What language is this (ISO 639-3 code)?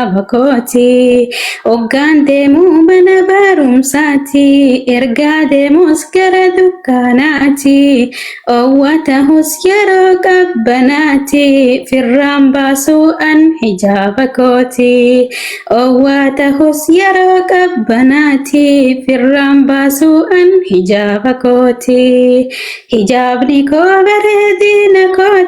orm